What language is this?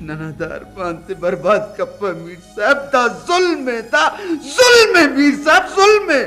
Brahui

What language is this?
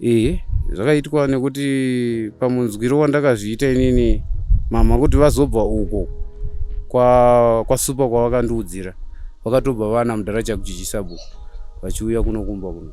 Shona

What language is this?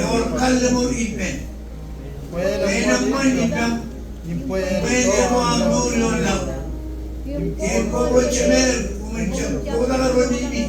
Marshallese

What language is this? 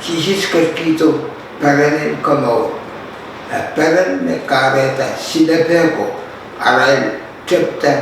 Pohnpeian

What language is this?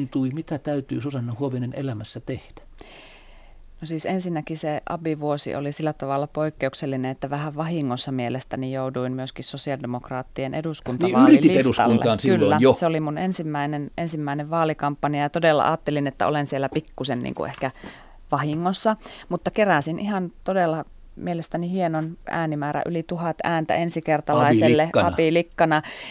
Finnish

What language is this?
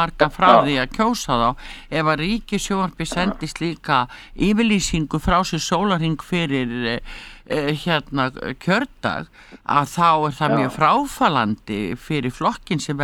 Icelandic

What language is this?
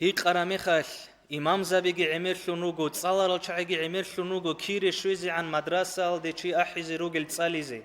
Avaric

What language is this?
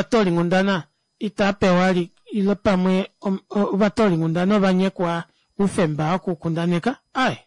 Kuanyama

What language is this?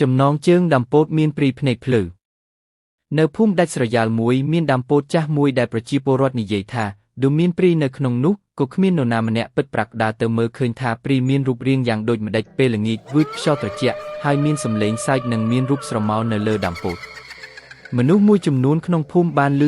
Khmer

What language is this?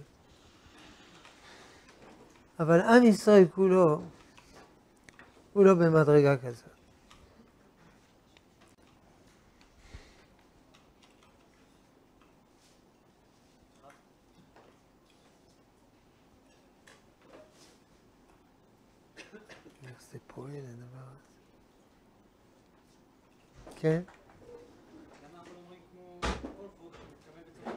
Hebrew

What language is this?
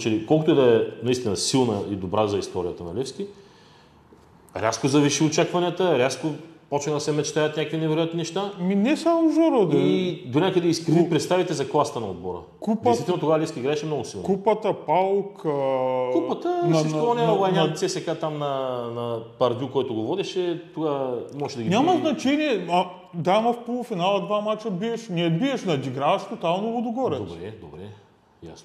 Bulgarian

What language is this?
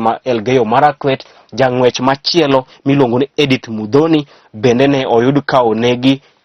Luo (Kenya and Tanzania)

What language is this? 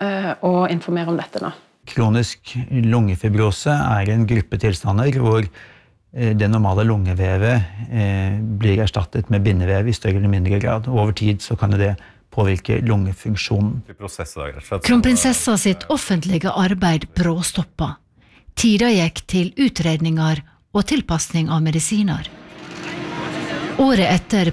Norwegian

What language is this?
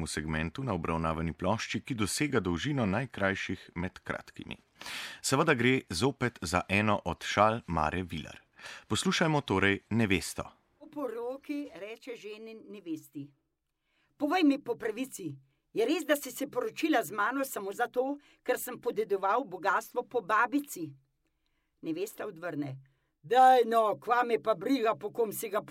Slovenian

